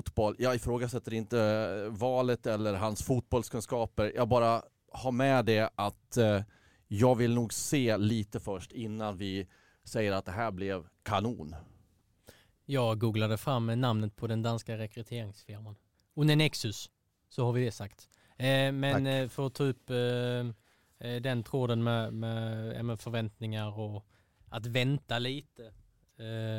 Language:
Swedish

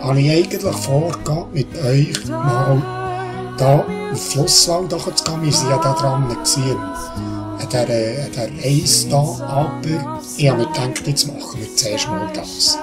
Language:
Swiss German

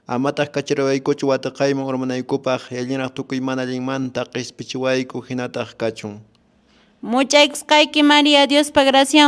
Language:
Quechua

